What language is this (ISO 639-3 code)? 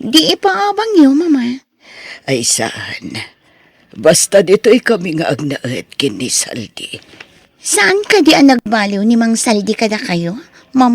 ilo